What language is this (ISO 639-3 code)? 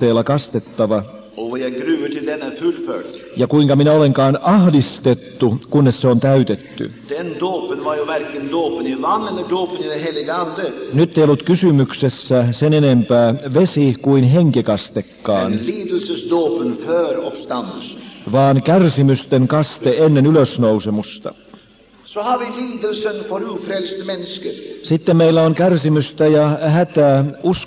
fin